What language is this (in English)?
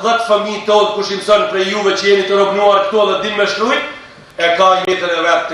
Albanian